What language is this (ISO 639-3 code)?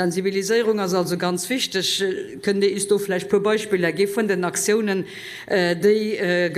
ltz